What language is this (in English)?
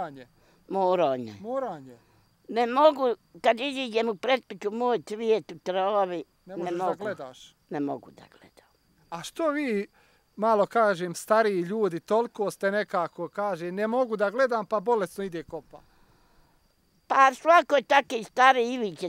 Bosnian